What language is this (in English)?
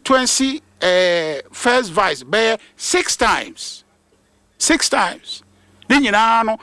Akan